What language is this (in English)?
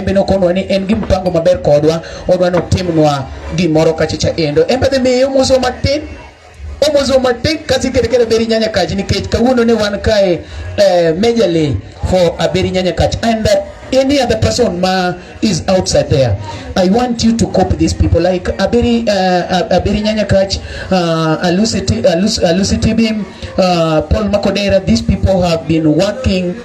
Luo (Kenya and Tanzania)